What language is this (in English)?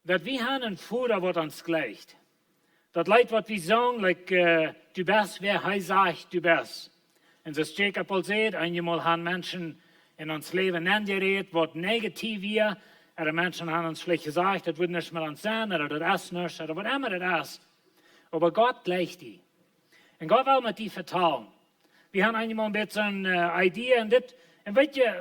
Plautdietsch